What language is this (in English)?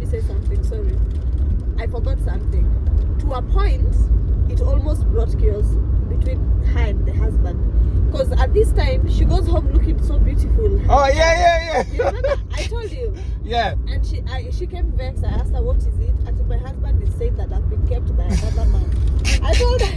Jamaican Creole English